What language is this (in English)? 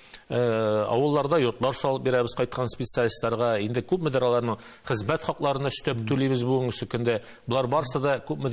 Tatar